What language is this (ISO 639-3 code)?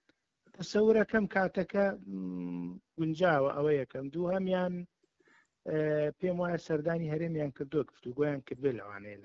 ckb